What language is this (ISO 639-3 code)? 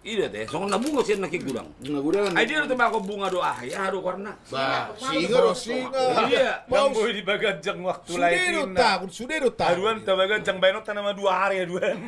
bbc